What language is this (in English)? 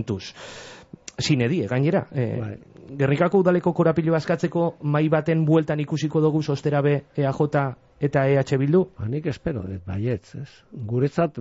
Basque